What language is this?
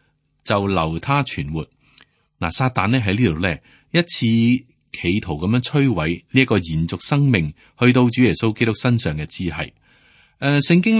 Cantonese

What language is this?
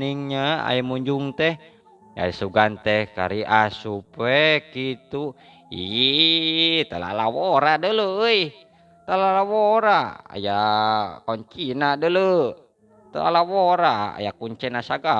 Sundanese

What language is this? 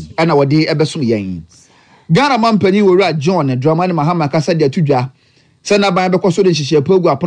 Akan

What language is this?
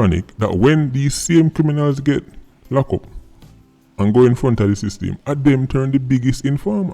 Jamaican Creole English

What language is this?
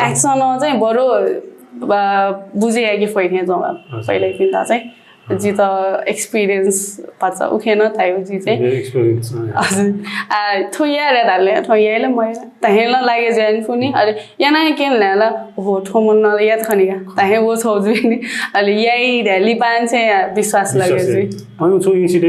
Newari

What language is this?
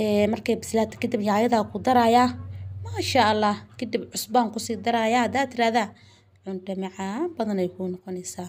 Somali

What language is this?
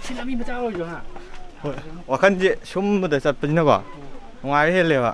Manipuri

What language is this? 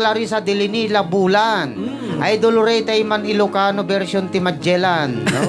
Iloko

